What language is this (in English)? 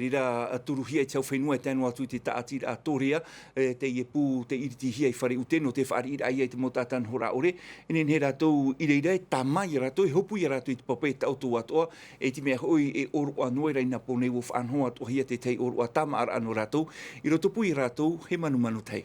Tahitian